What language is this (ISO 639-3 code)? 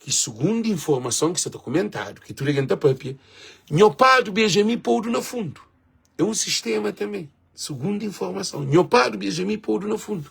kea